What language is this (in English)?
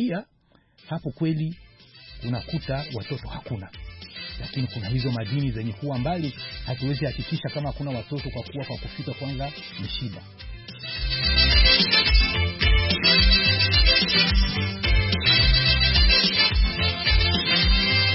Swahili